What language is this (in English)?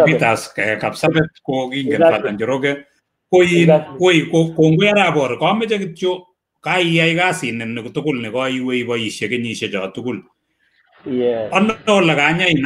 Kalenjin